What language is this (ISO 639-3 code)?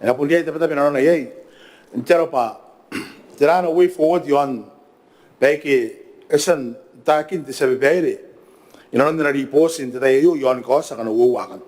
gil